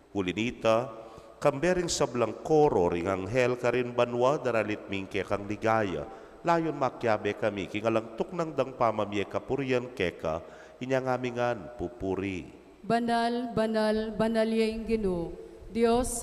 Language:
Pampanga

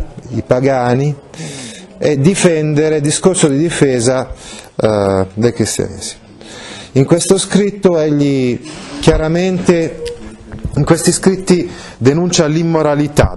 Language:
Italian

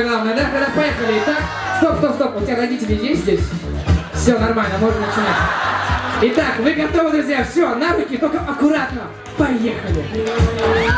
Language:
Russian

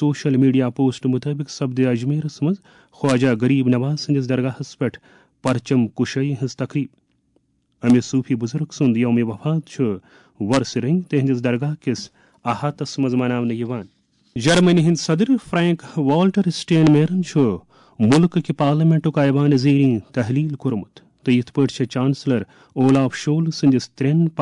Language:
Kashmiri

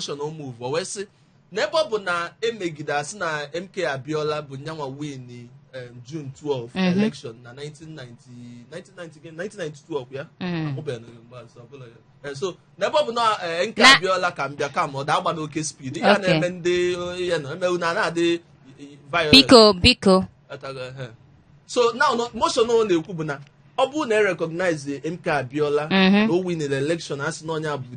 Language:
Igbo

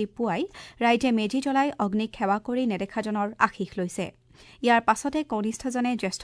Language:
Assamese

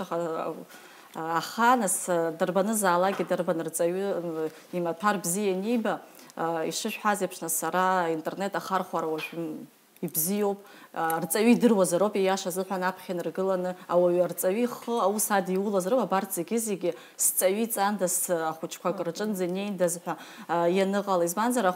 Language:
Abkhazian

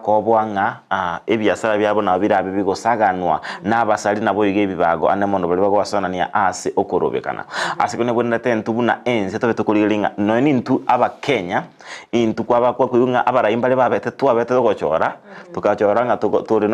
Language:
Gusii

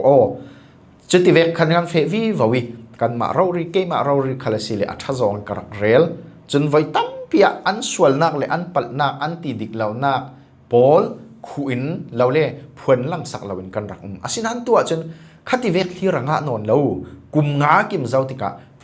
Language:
Falam Chin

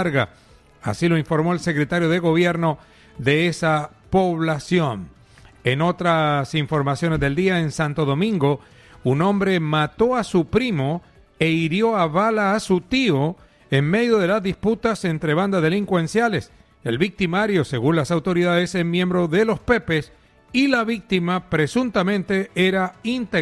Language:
Spanish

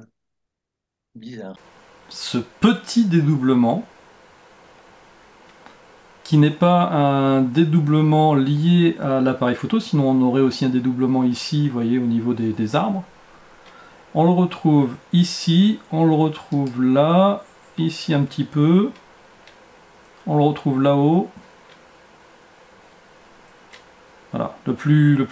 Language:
French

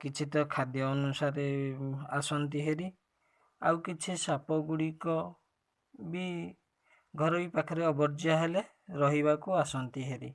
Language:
Odia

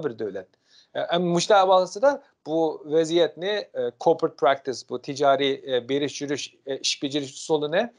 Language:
Uyghur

